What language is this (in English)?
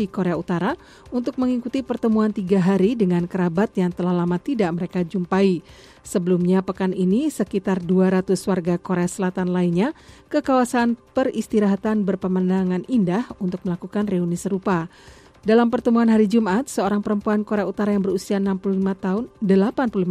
Indonesian